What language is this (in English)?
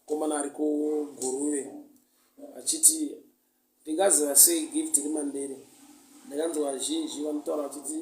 Shona